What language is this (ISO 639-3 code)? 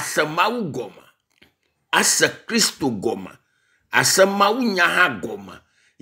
ewe